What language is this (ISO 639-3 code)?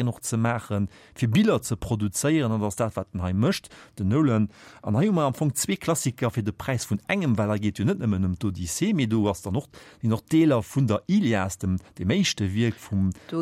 ltz